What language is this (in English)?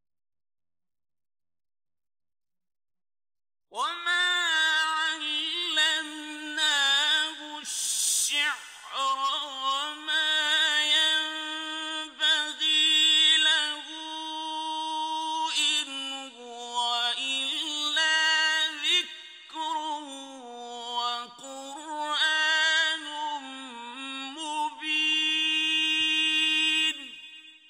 Arabic